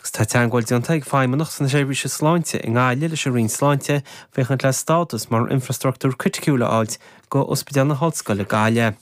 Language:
Irish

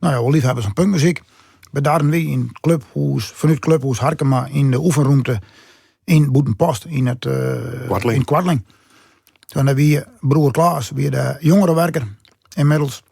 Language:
Western Frisian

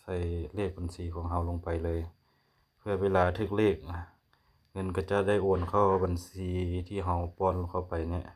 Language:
Lao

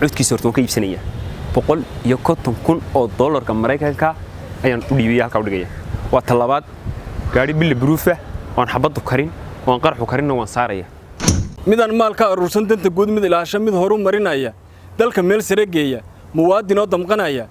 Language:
Somali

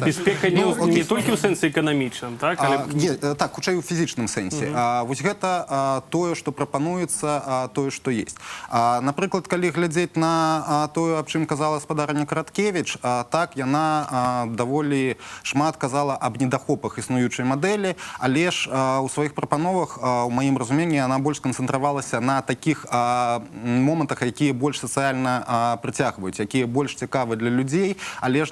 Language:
Belarusian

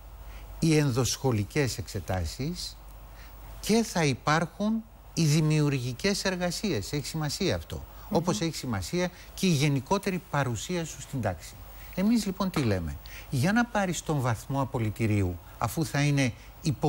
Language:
Greek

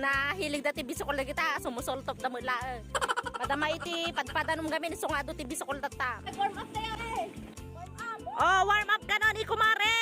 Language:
Iloko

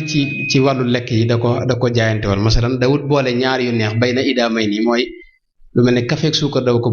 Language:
Wolof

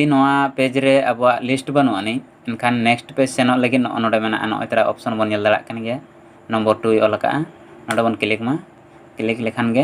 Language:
Santali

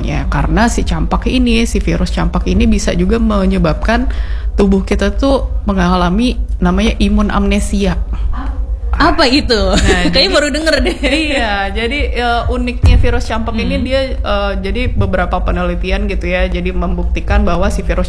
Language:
Indonesian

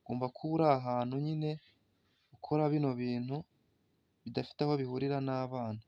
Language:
Kinyarwanda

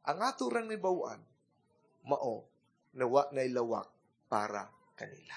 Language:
Cebuano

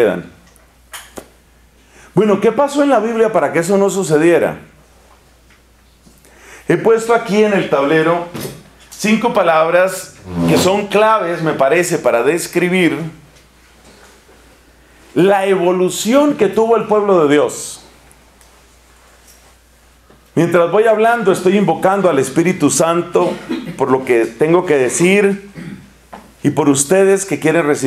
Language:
Spanish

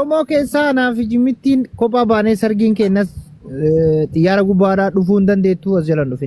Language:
Oromo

